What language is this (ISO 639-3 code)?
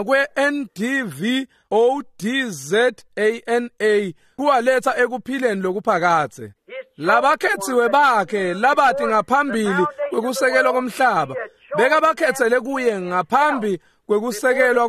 ssw